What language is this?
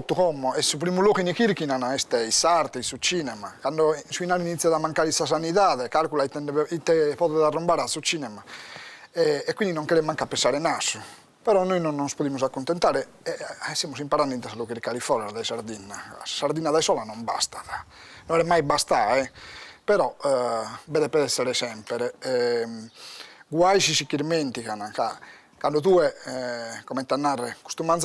Sardinian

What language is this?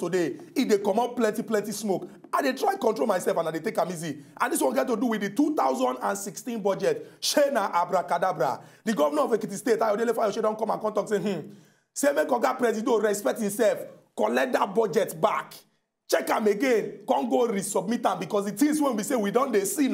Nigerian Pidgin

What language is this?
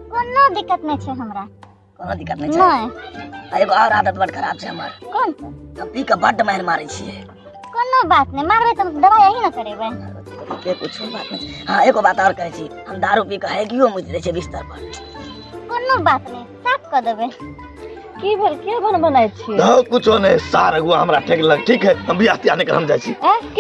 Maithili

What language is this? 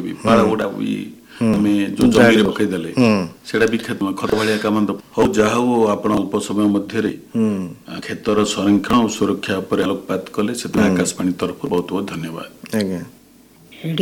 Odia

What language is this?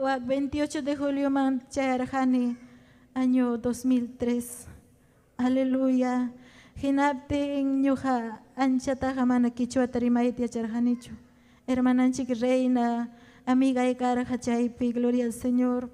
Ayacucho Quechua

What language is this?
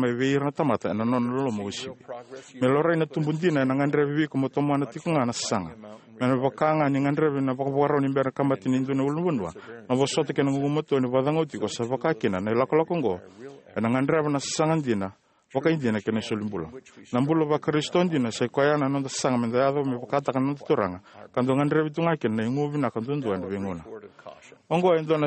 Fijian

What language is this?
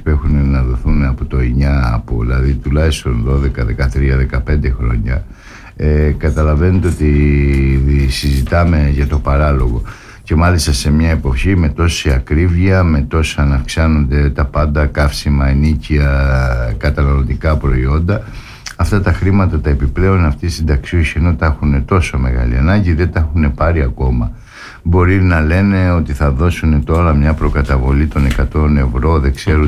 Greek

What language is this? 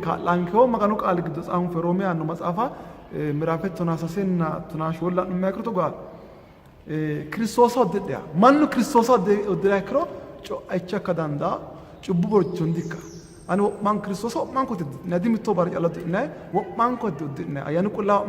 Sidamo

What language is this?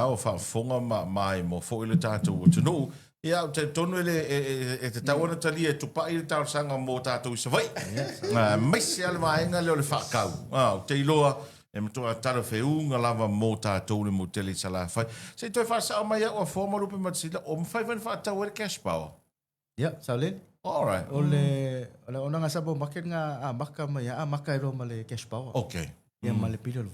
Samoan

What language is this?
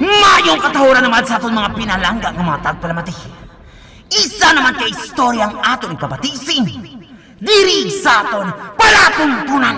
Hiligaynon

